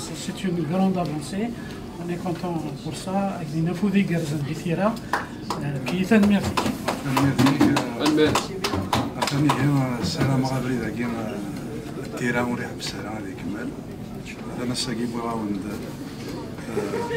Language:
Kabyle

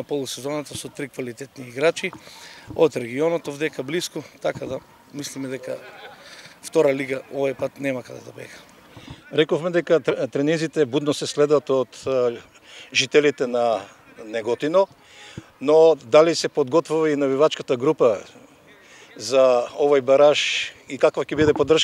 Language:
Macedonian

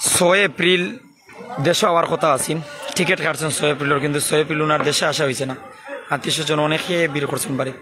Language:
Sylheti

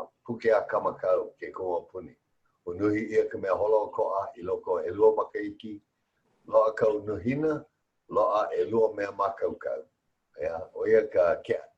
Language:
Hawaiian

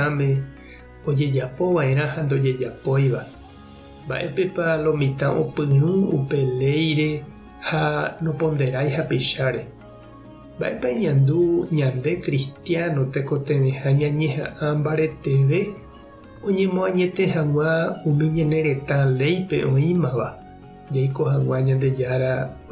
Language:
Guarani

